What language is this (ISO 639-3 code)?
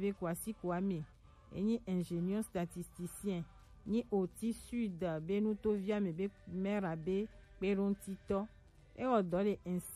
gej